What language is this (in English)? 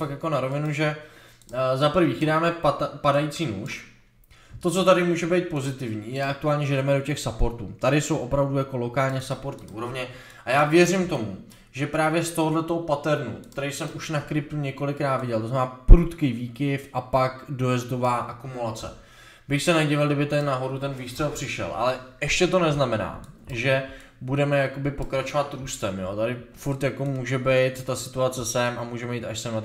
Czech